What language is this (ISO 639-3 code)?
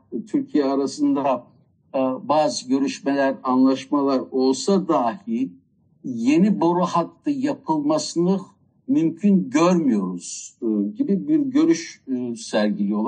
tur